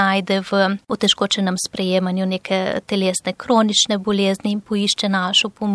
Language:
Slovenian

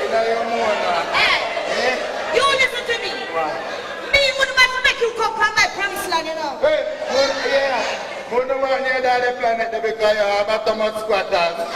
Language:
Jamaican Creole English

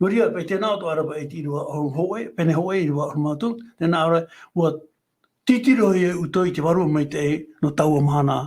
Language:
Tahitian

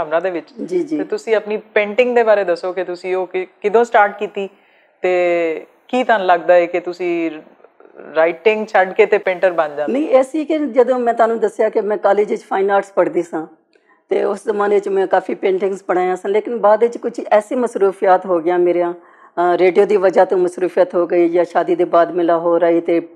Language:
Western Panjabi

